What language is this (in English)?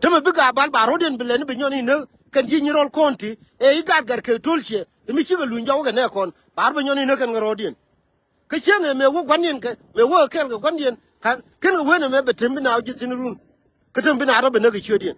Nuer